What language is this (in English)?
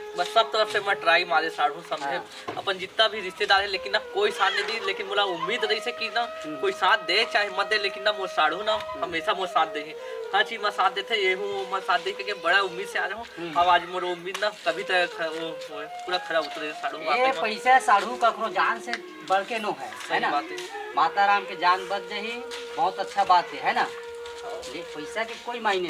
Chhattisgarhi